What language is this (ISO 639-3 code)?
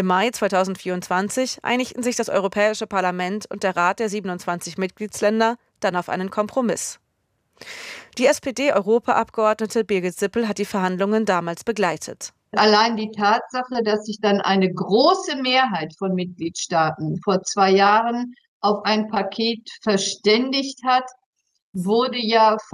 deu